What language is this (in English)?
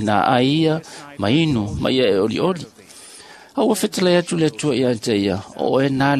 Samoan